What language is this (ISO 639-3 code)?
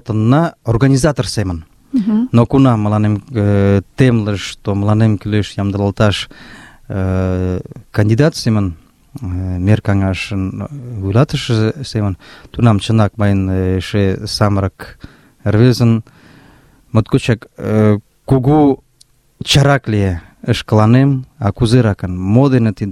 chm